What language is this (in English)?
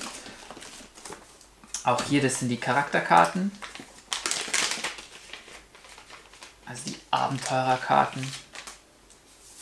German